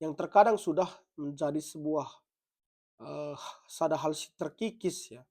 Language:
Batak Karo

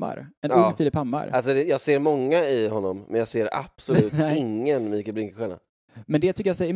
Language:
Swedish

